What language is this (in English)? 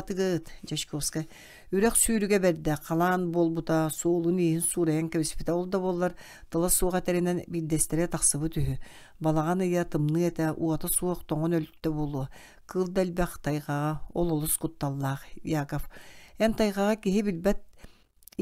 Yakut